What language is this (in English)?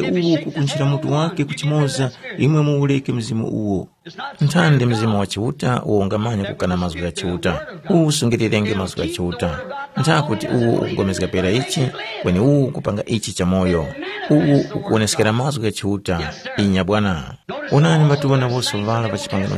Tumbuka